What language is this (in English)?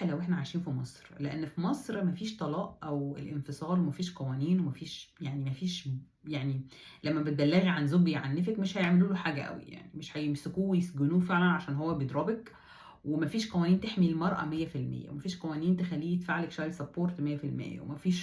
Egyptian Arabic